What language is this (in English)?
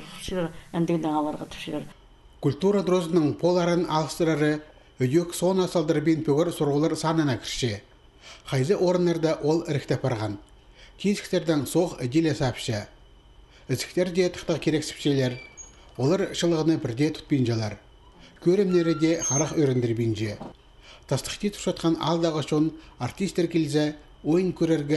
Khakas